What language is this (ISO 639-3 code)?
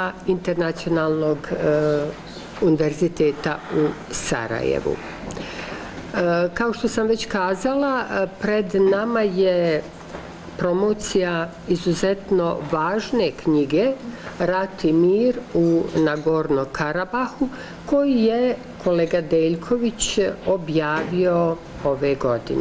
bos